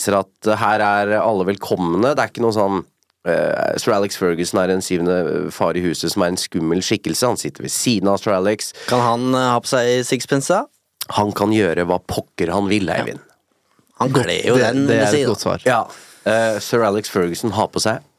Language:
Norwegian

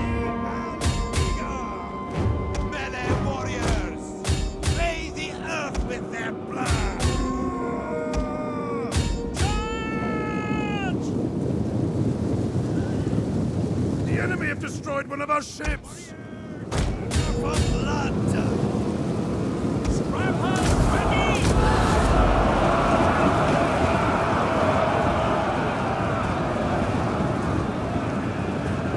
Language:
Vietnamese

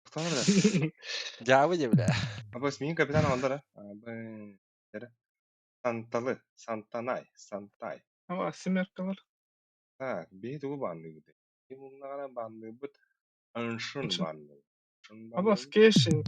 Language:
Yakut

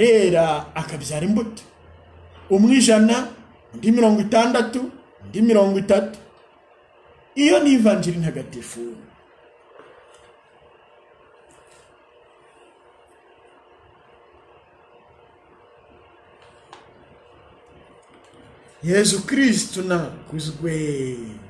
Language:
Kinyarwanda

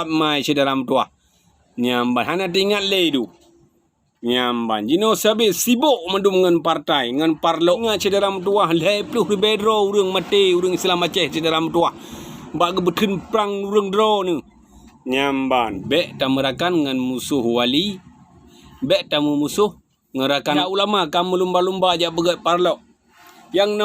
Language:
Achinese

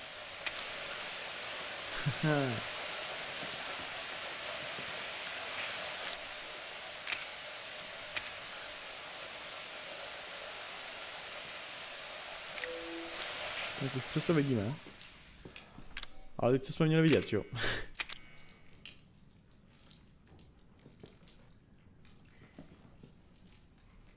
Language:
Czech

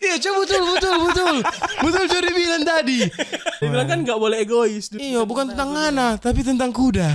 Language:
Manado Malay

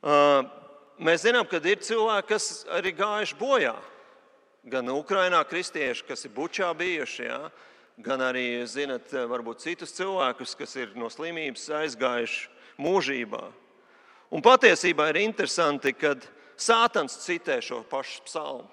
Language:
Latvian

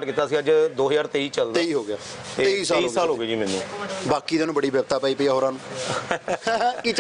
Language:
Punjabi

